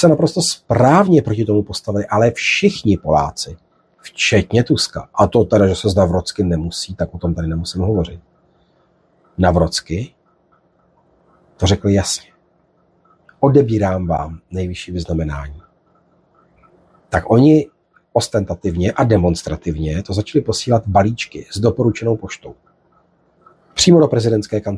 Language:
Czech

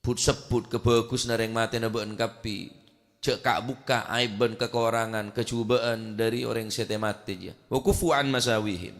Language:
Madurese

